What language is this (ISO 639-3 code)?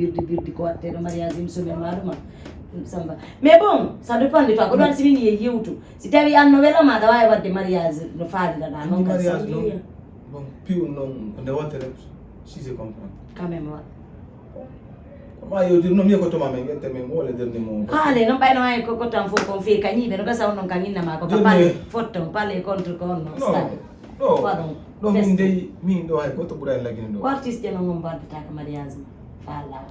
ful